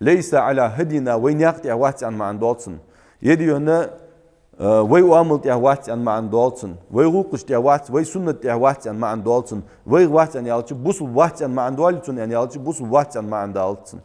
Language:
Ingush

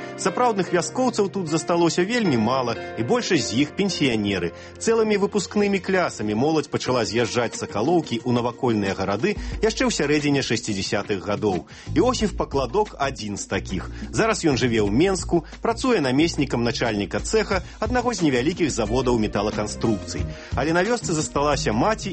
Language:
Belarusian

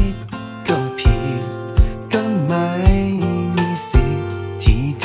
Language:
Thai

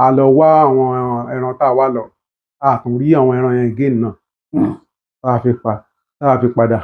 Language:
Yoruba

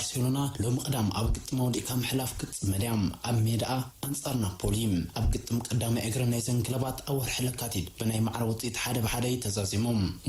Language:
Tigrinya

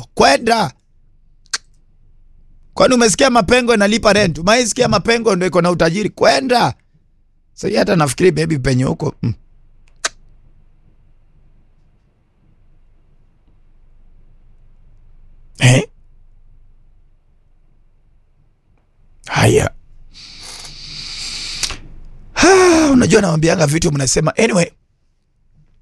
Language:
Swahili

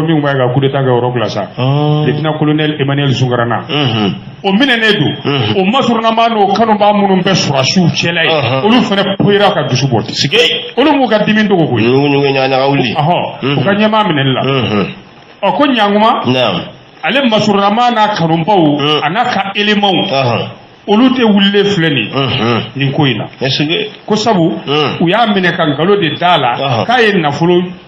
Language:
Bambara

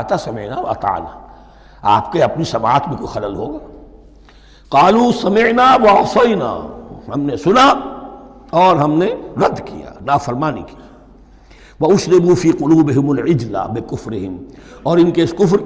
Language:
Urdu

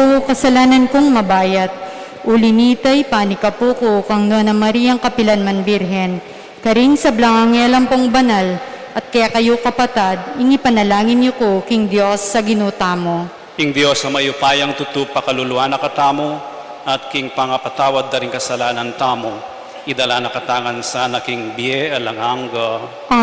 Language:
Pampanga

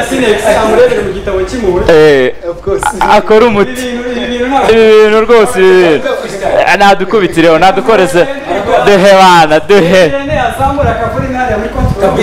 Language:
Kinyarwanda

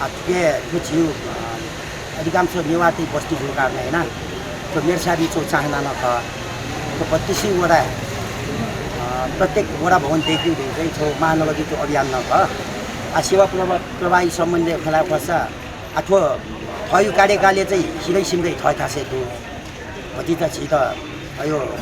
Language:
Newari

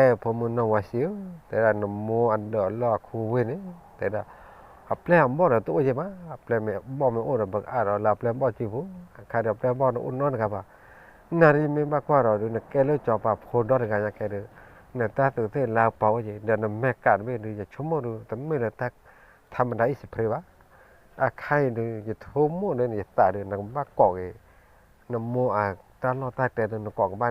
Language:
S'gaw Karen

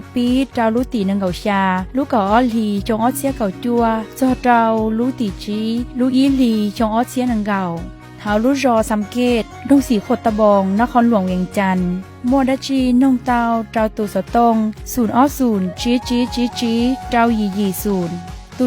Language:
Hmong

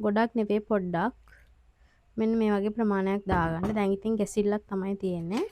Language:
Sinhala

